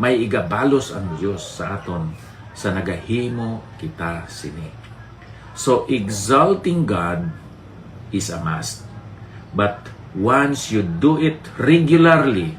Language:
Hiligaynon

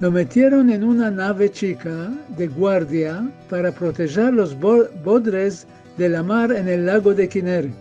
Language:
Ladino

